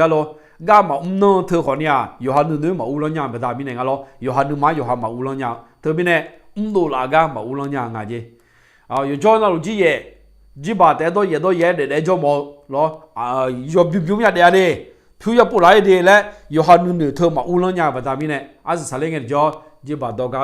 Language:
Akha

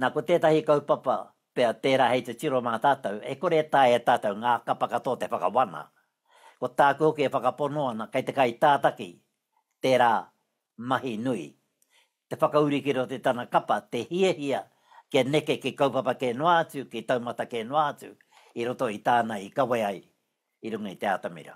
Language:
Māori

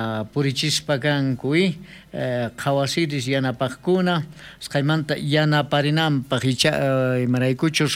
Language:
South Bolivian Quechua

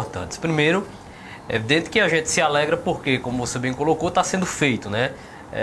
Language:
Portuguese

